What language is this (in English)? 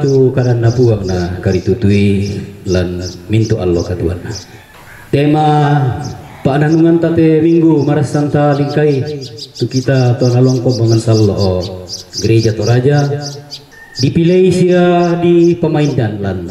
Toraja-Sa'dan